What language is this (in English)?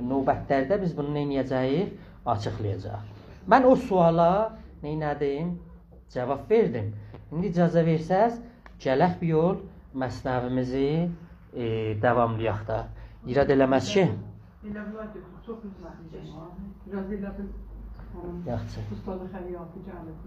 South Azerbaijani